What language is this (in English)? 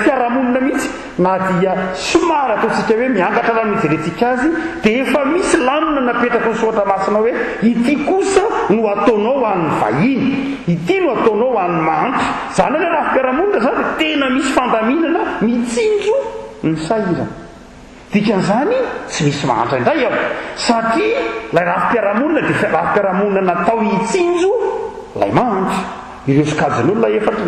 Malagasy